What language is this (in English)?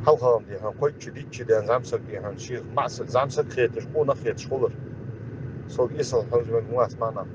Ingush